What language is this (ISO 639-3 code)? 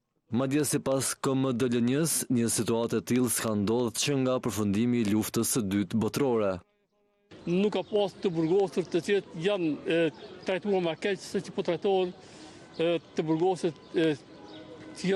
sqi